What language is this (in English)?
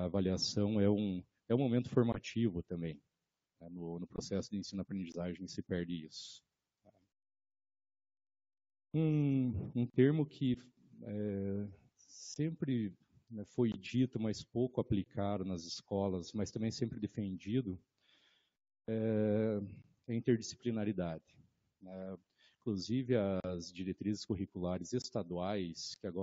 Portuguese